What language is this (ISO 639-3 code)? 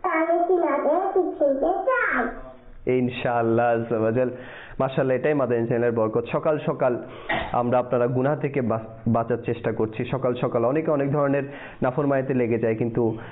ben